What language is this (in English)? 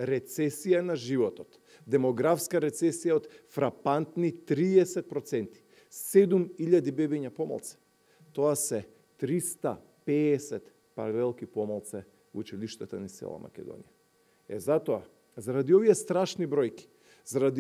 Macedonian